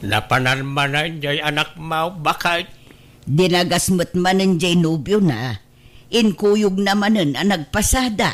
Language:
Iloko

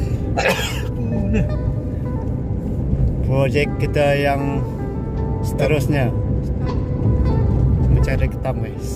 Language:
Malay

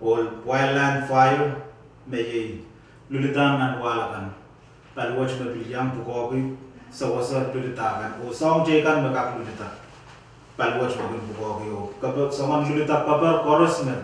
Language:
Pohnpeian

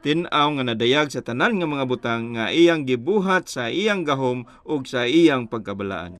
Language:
Cebuano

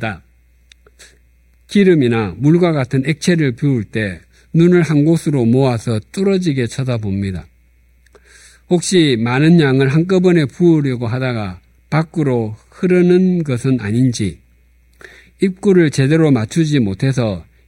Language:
Korean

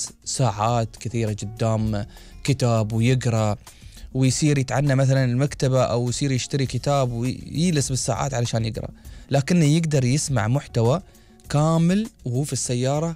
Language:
Gulf Arabic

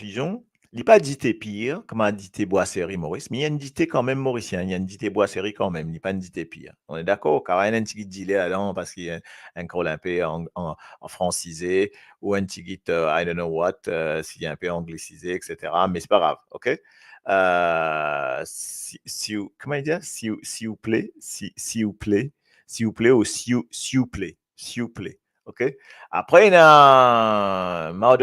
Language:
Morisyen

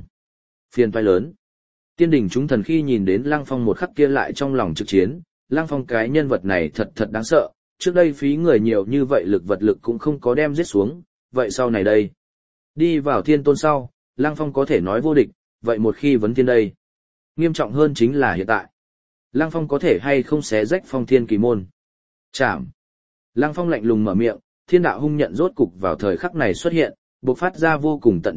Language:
Vietnamese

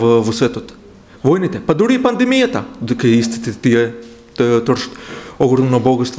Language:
Macedonian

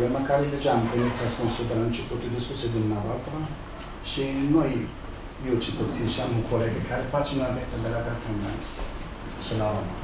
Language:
Romanian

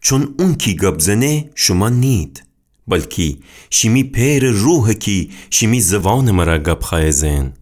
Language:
Gilaki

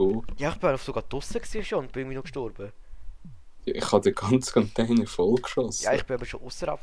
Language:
Swiss German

